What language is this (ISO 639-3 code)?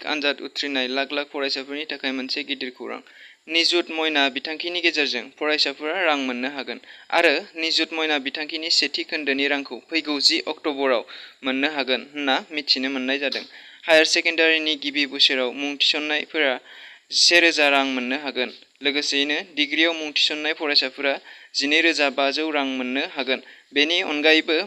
brx